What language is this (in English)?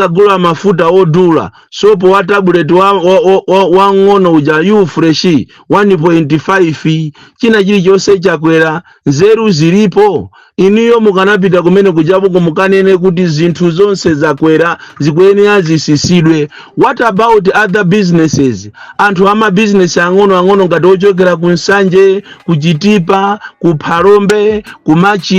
Nyanja